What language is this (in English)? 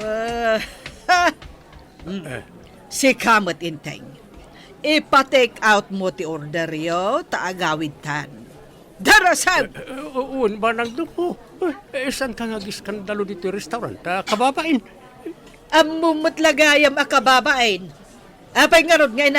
Iloko